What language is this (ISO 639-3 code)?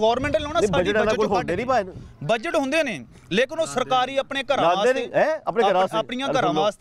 pan